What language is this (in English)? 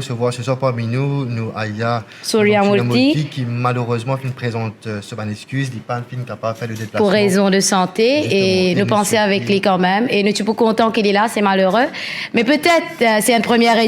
Morisyen